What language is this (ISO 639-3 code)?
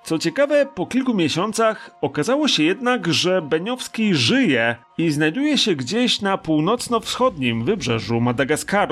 pol